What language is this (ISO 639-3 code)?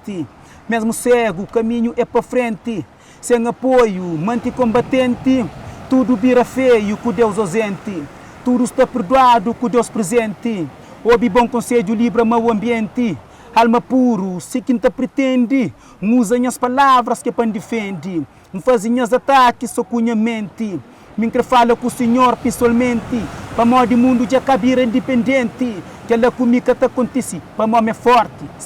kea